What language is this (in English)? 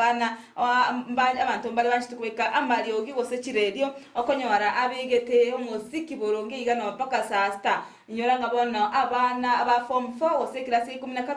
Gusii